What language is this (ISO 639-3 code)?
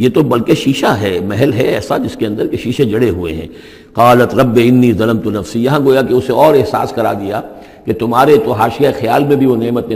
urd